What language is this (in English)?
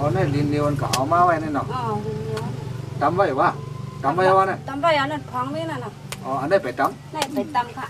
Shan